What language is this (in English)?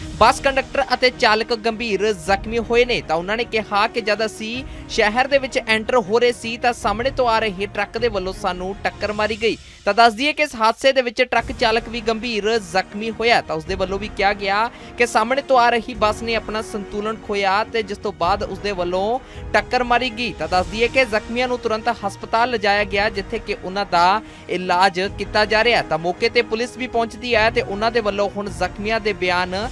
Punjabi